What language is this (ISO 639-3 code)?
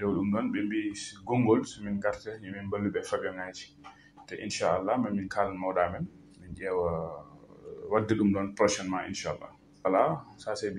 ful